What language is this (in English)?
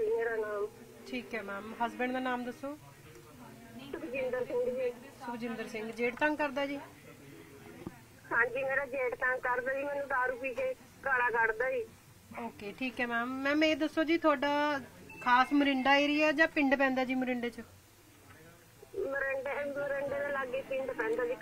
Punjabi